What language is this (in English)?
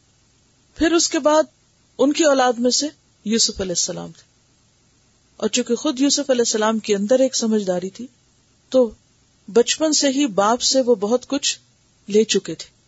Urdu